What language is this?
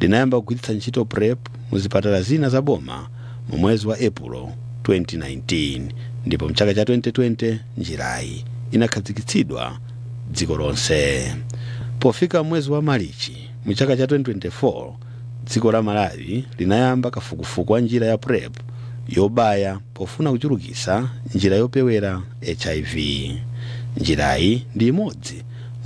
Nyanja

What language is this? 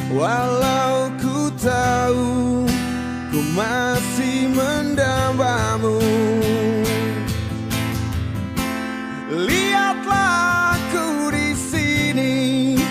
Indonesian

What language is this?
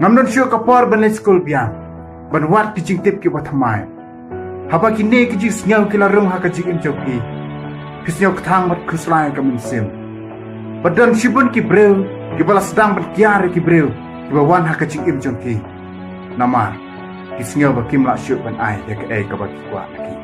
Khasi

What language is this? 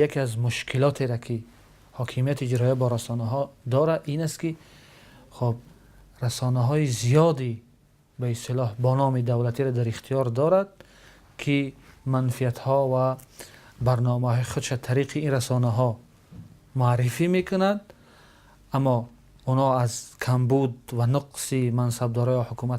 Tajik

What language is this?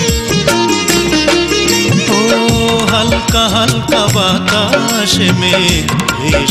Bangla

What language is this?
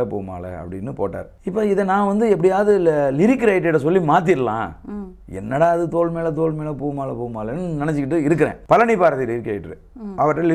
Tamil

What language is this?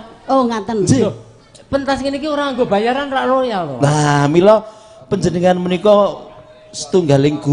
Javanese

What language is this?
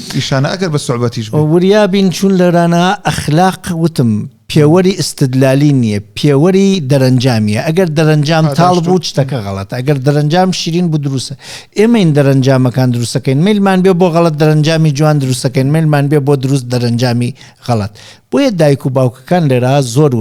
Central Kurdish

